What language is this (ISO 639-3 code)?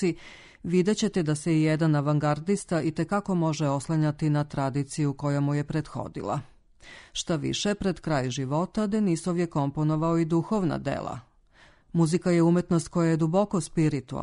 srp